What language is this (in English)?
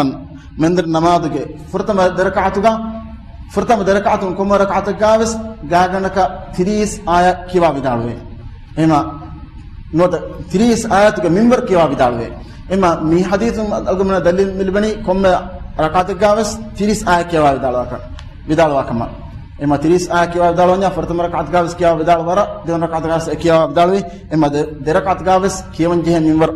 Divehi